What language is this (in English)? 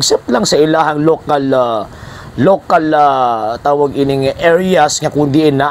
Cebuano